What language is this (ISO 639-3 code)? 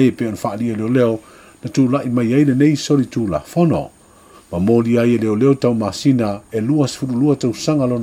smo